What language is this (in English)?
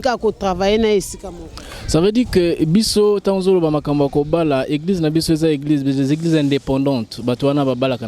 Lingala